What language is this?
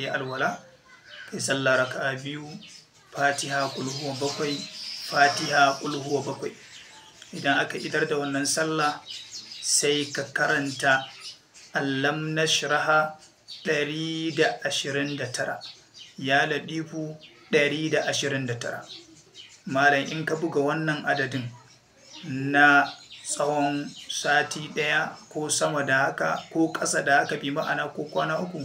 Hausa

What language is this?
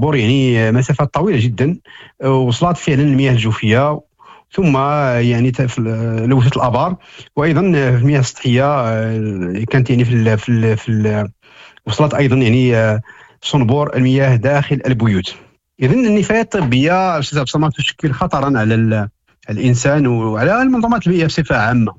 Moroccan Arabic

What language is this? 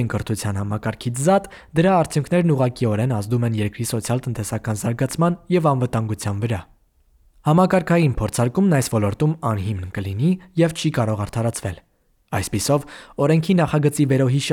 Armenian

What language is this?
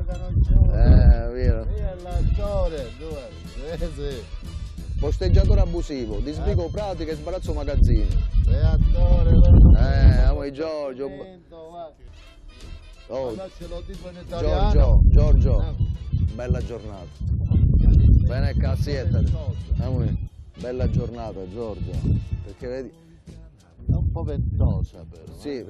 Italian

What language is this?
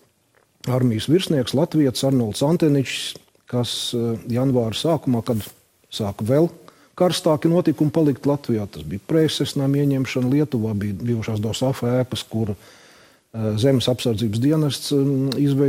Latvian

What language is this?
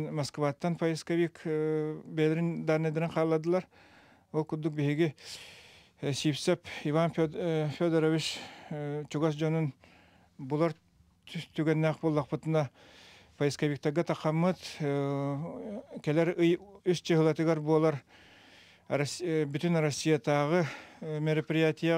Yakut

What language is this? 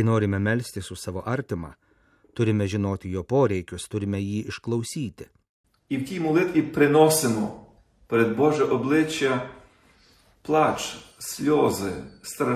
Lithuanian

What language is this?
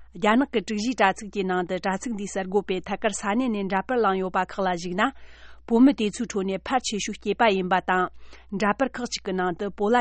Tibetan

